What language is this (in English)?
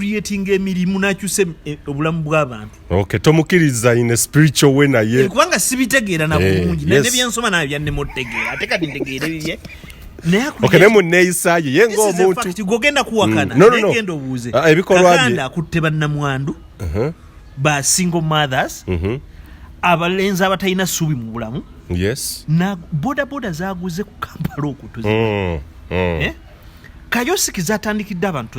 Ganda